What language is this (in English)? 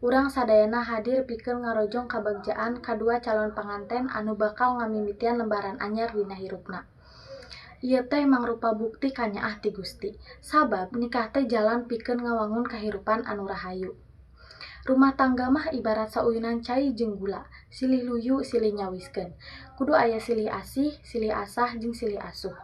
Sundanese